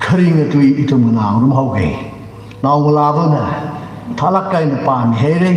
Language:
Tangkhul Naga (India)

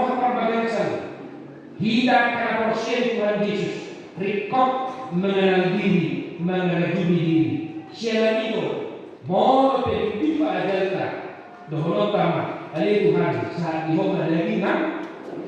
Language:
Batak Toba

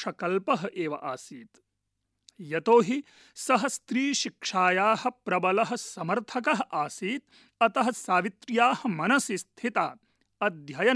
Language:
Sanskrit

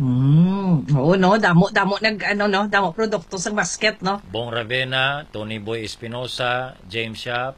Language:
Hiligaynon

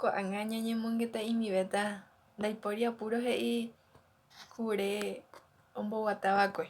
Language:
Guarani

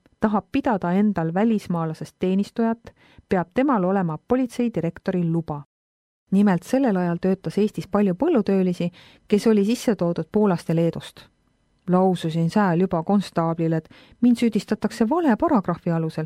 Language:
Estonian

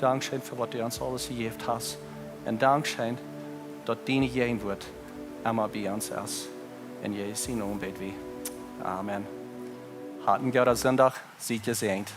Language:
Plautdietsch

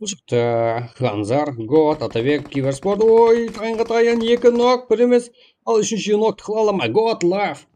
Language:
Kara-Kalpak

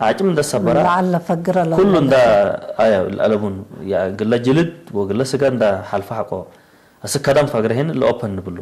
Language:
Tigre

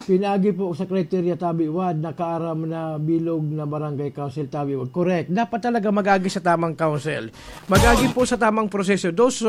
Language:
Bikol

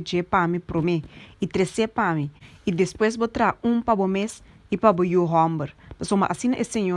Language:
Papiamento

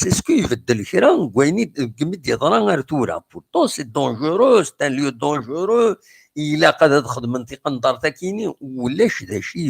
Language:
Kabyle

